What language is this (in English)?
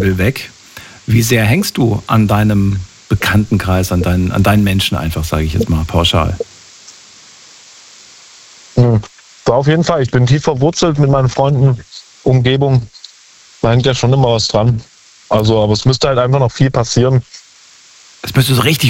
German